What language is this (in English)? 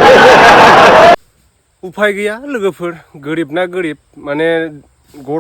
Bodo